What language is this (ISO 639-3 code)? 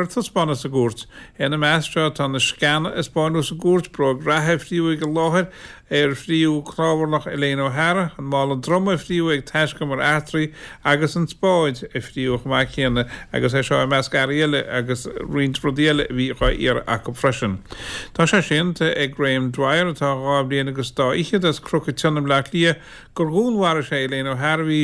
gle